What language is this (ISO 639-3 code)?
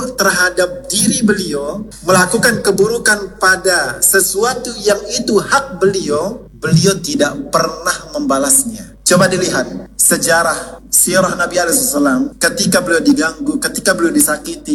ind